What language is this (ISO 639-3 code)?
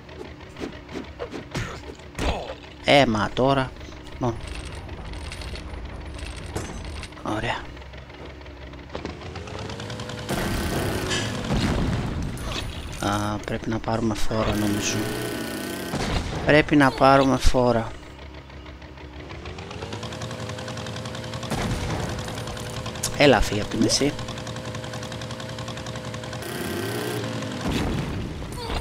ell